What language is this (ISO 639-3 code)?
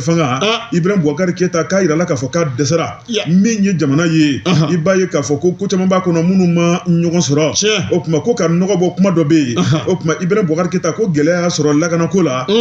bam